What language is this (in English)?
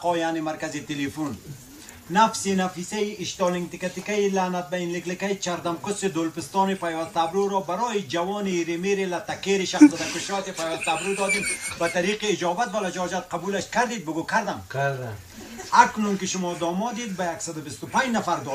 Tajik